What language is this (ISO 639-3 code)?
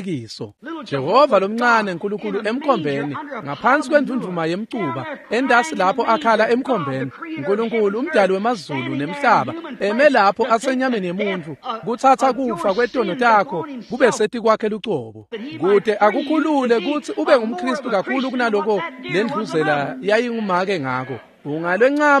ssw